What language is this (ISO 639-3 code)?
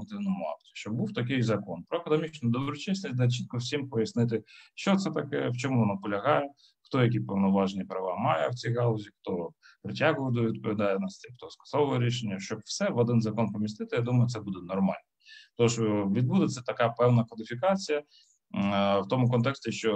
ukr